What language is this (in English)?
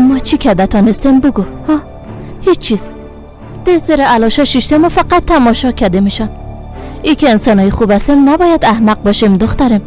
Persian